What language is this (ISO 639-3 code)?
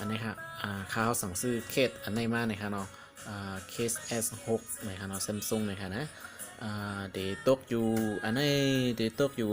shn